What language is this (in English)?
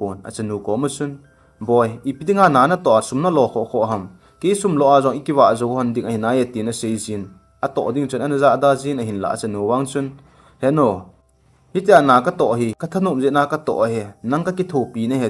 Thado Chin